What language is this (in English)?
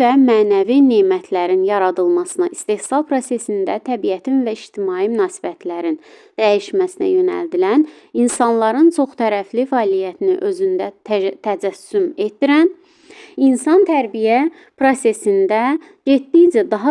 Azerbaijani